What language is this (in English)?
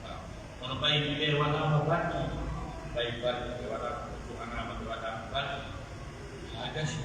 Pular